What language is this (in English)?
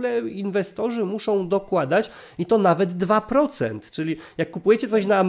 Polish